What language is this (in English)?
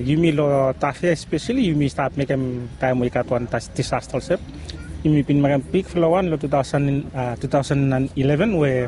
Bislama